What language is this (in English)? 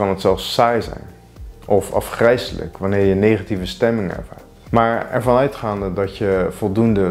Dutch